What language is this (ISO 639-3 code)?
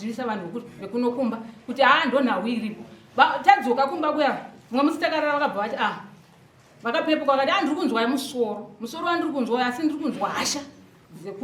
sna